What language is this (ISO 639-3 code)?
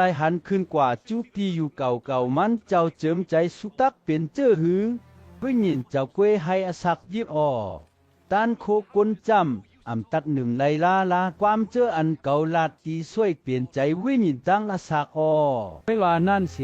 shn